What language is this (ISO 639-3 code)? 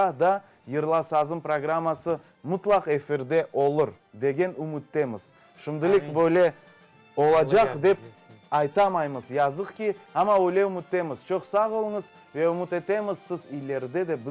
crh